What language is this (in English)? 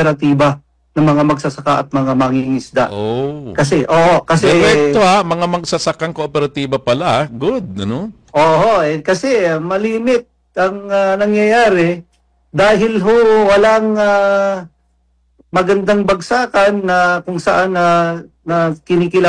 Filipino